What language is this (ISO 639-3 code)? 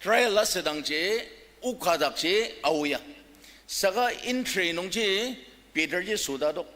njo